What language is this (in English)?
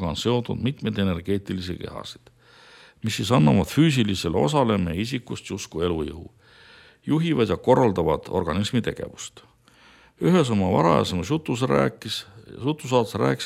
Estonian